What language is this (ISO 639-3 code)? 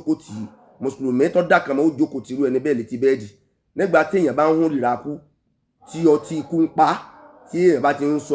yor